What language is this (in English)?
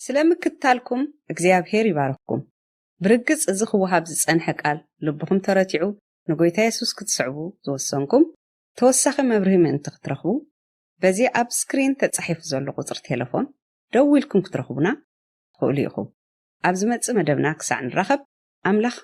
Tigrinya